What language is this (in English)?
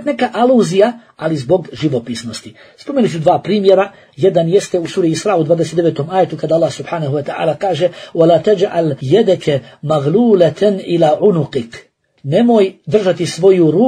Bosnian